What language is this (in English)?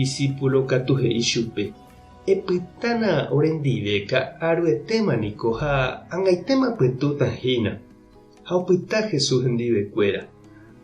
Guarani